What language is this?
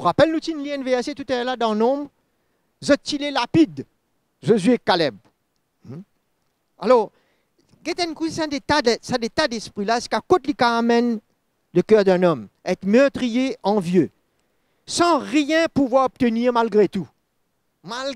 Morisyen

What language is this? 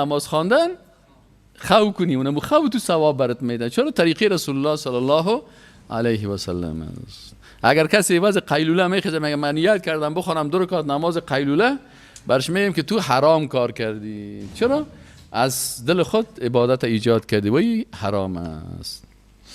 Persian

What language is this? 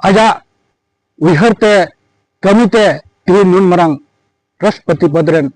Santali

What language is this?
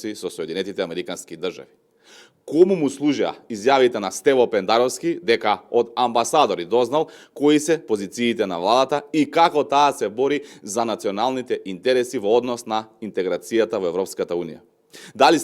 Macedonian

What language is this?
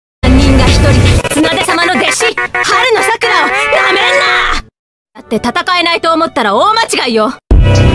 Japanese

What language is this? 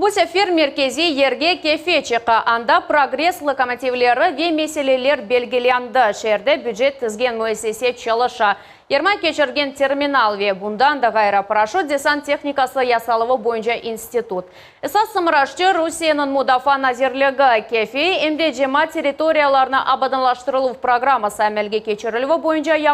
Crimean Tatar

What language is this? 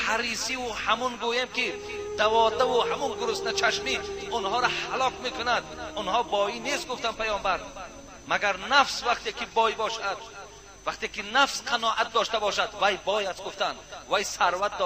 Tajik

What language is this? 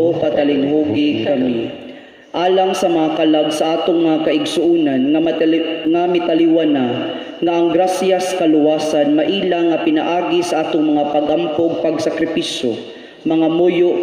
Cebuano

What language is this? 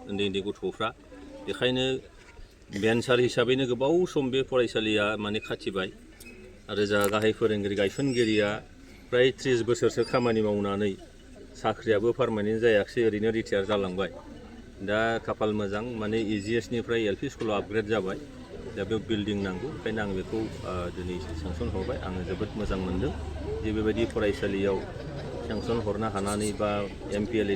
Bodo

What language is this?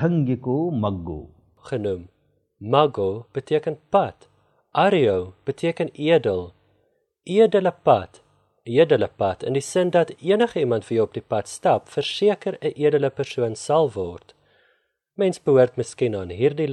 Afrikaans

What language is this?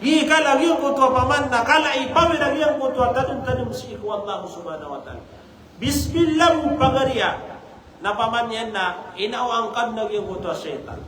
Maranao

